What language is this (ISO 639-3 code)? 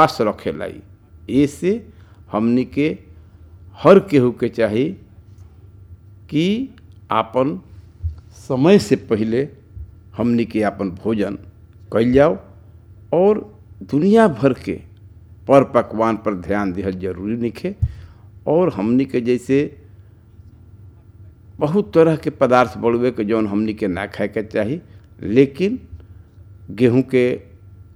bho